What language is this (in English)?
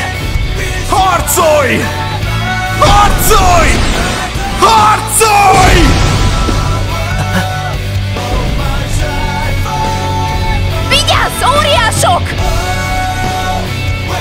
Hungarian